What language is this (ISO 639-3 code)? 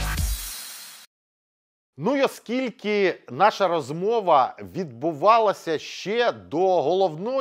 ukr